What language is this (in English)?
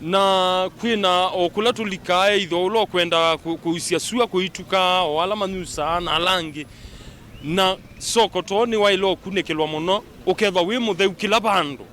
Kamba